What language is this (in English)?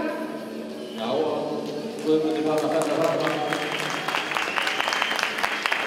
Icelandic